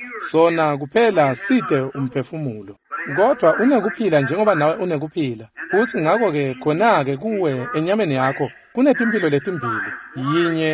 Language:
Swati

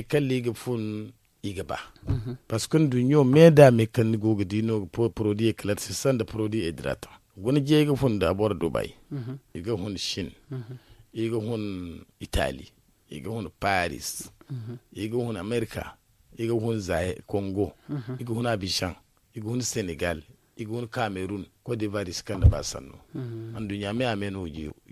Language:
Zarma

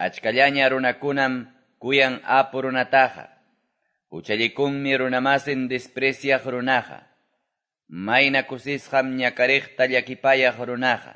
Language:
Quechua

